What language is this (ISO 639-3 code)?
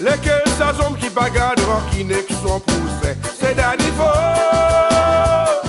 crs